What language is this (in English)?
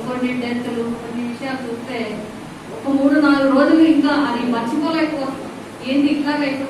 Telugu